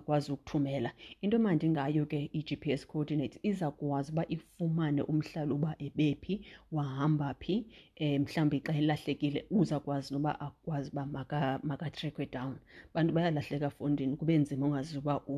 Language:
Xhosa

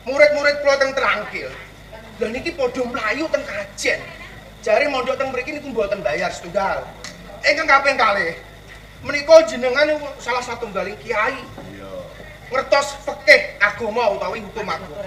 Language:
Javanese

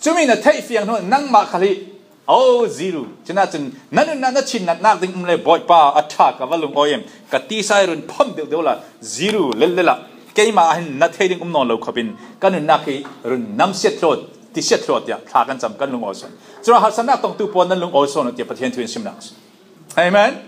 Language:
Falam Chin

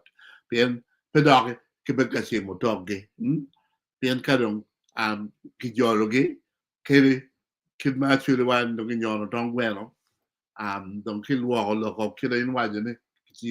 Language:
Acoli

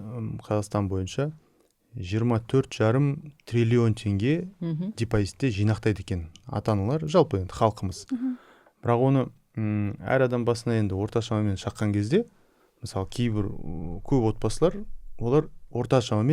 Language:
Kazakh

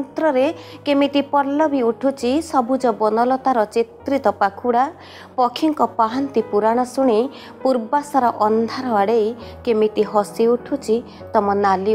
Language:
Odia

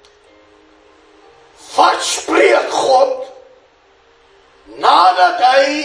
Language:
Afrikaans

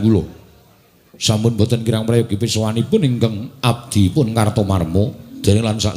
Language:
Javanese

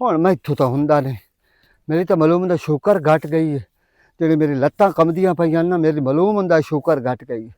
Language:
Western Panjabi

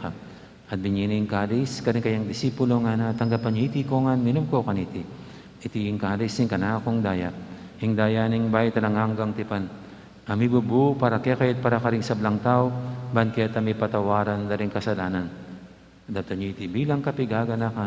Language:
Pampanga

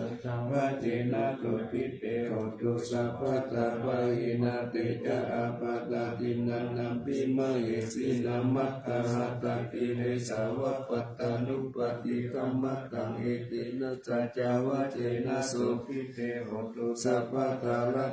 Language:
Pali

